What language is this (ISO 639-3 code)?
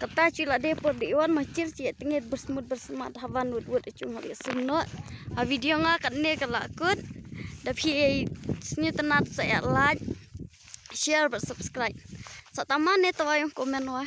kha